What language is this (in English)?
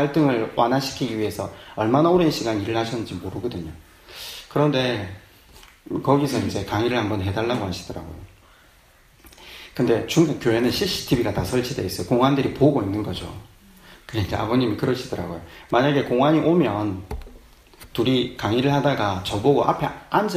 Korean